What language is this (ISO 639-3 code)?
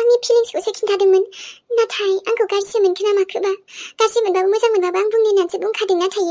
brx